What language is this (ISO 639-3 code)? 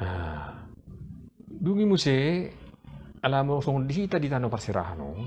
bbc